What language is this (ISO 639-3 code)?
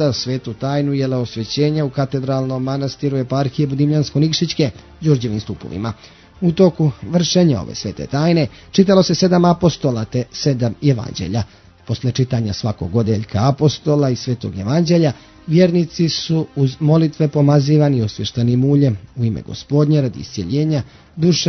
srp